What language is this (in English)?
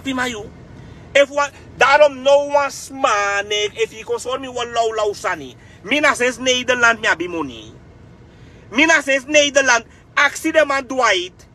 Sranan Tongo